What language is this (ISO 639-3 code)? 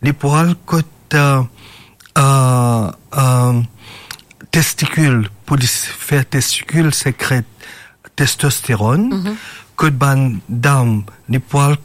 mfe